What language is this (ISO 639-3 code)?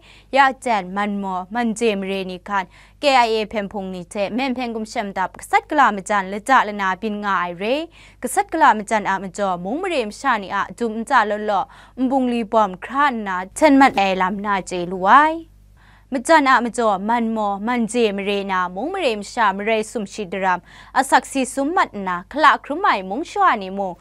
kac